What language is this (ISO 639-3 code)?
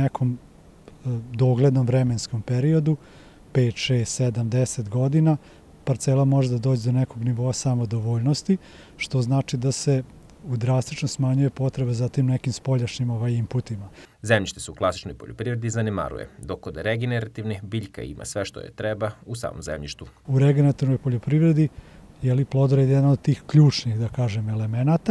srp